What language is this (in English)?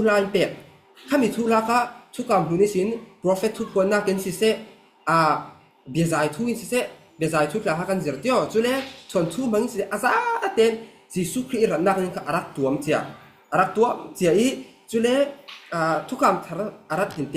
Falam Chin